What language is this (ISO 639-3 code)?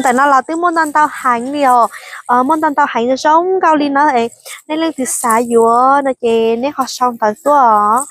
hmn